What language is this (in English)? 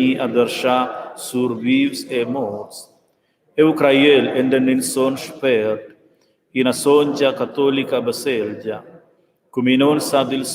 Romansh